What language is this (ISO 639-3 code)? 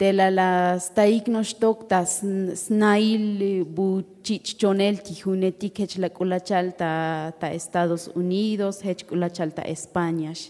tzo